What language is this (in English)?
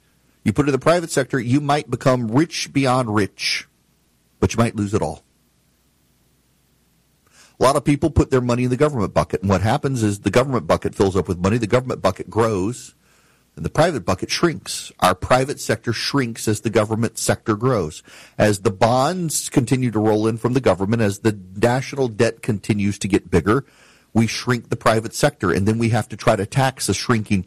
English